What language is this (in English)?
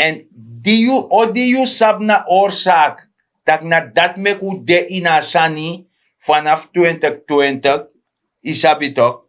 Sranan Tongo